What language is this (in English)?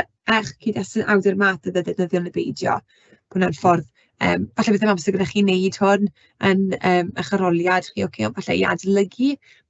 Welsh